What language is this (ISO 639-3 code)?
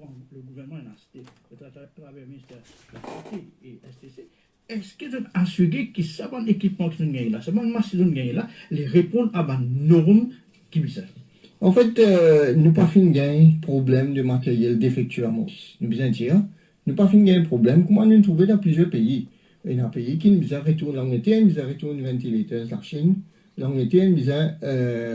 mfe